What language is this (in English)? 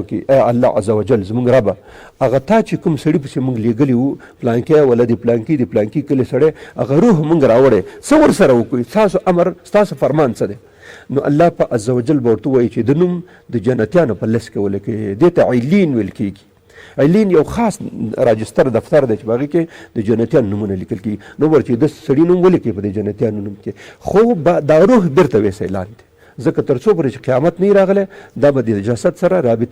Pashto